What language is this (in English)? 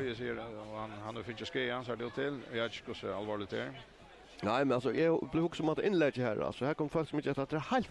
Faroese